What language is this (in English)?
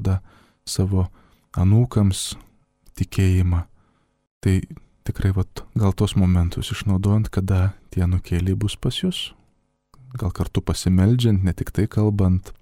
Lithuanian